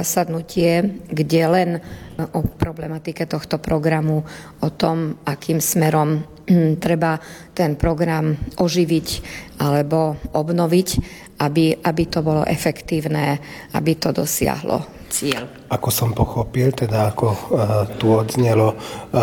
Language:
Slovak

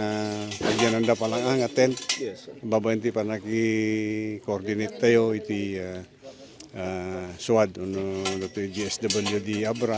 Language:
Iloko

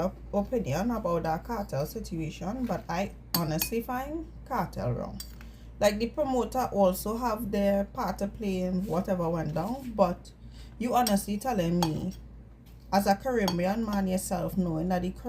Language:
Jamaican Creole English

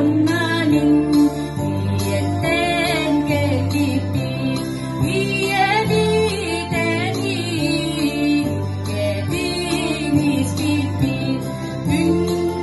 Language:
Yakut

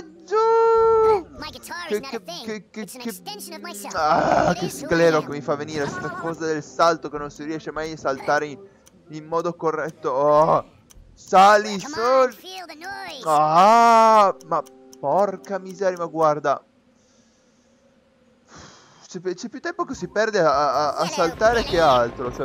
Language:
Italian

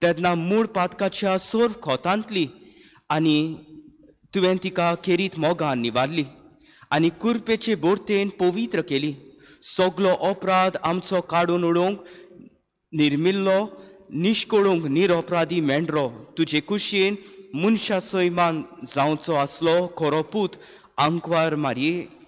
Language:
Konkani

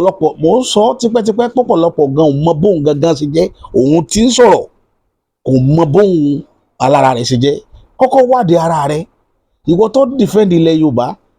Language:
Yoruba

